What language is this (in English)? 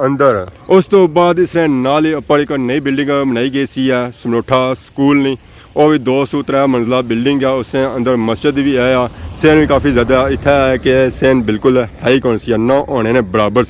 Pahari-Potwari